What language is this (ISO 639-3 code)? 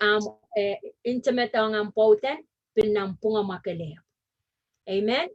pon